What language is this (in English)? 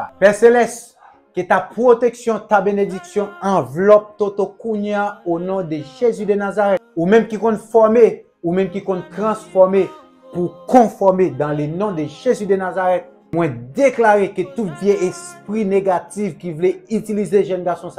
Haitian Creole